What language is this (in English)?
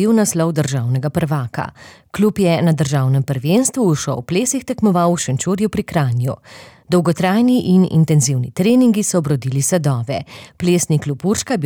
Slovenian